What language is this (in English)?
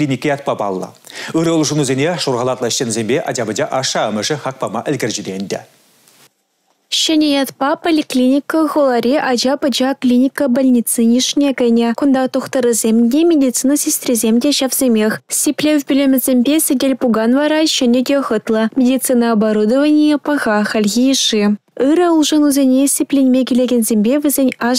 Chuvash